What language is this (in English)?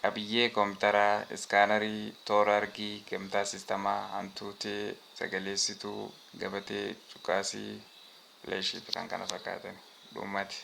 Oromo